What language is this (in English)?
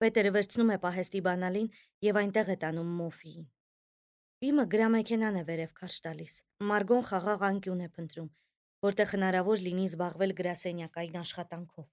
Armenian